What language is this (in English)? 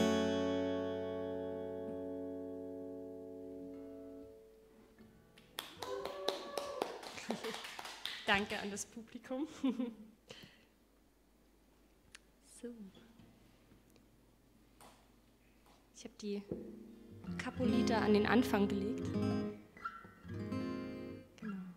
German